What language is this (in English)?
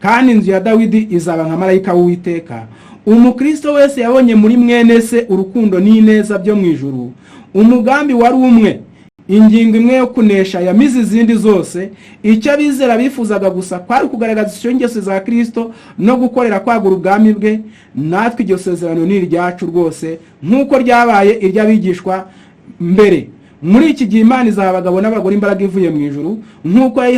Kinyarwanda